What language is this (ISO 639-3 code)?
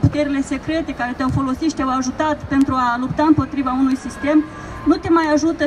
ron